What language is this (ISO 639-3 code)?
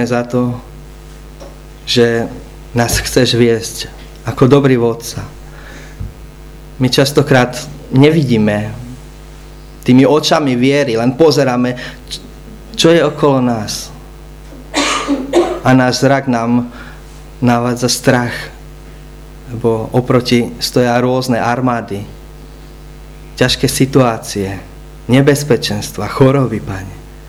slk